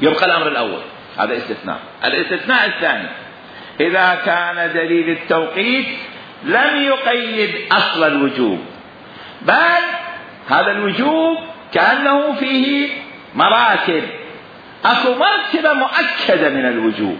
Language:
Mesopotamian Arabic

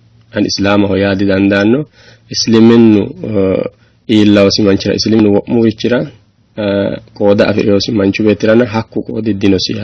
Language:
Sidamo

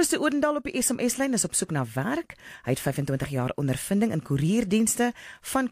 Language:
Afrikaans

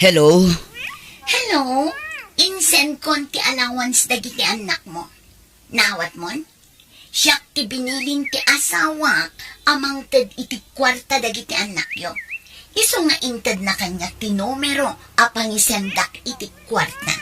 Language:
Iloko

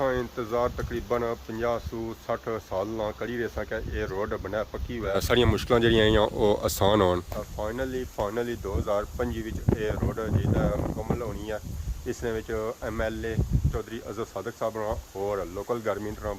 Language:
Pahari-Potwari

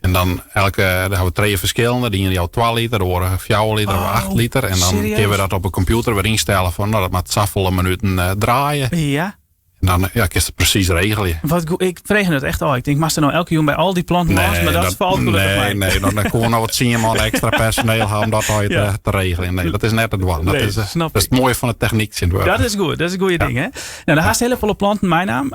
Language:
Western Frisian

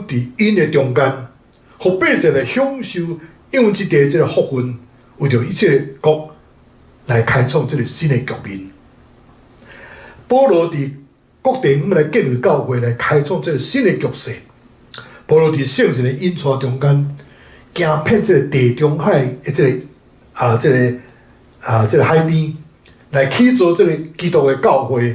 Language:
Min Nan Chinese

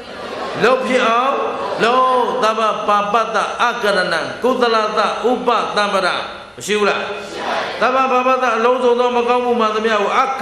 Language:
Burmese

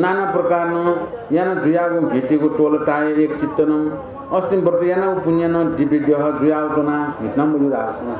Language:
Newari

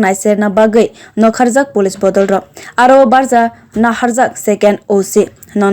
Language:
Kok Borok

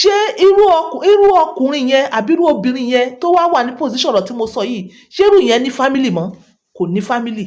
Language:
Yoruba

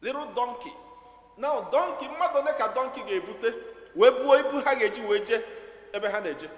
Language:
Igbo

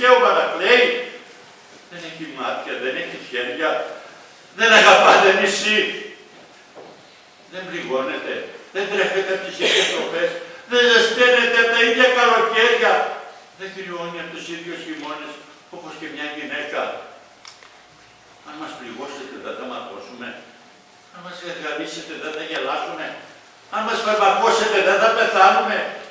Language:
Greek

